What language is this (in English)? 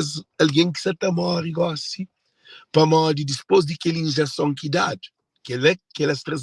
Kabuverdianu